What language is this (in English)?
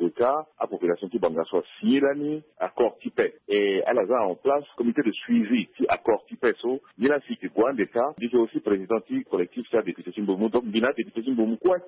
Sango